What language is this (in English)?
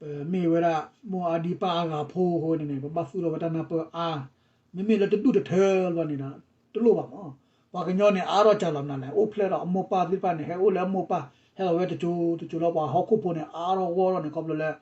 S'gaw Karen